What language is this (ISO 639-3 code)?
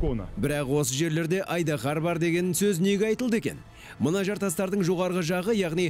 kaz